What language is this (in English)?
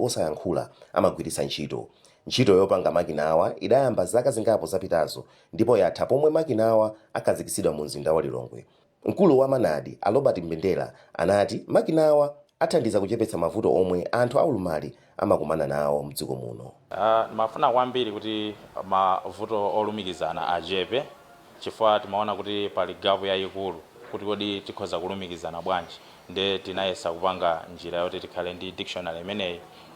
Nyanja